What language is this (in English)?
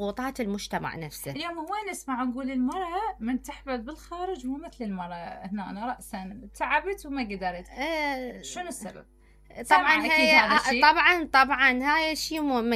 Mesopotamian Arabic